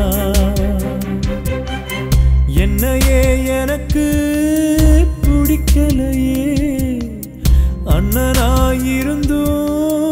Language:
Tamil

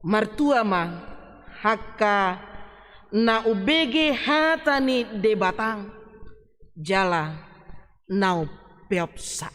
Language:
Batak Toba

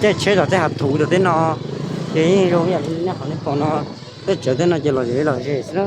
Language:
Hmong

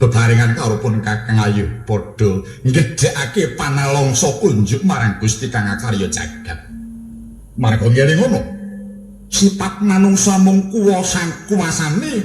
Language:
Javanese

